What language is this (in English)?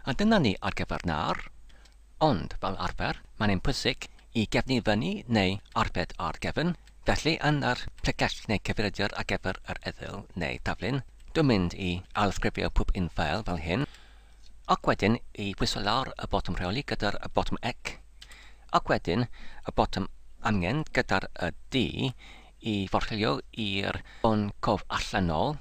Welsh